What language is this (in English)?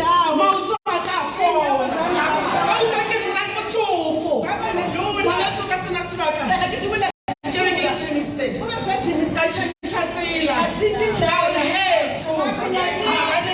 Tswana